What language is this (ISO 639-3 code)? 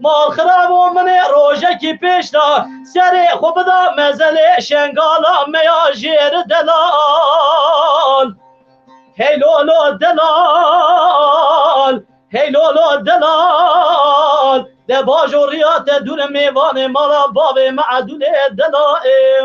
kur